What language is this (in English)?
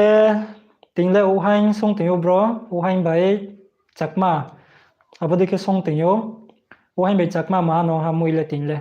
Riang (India)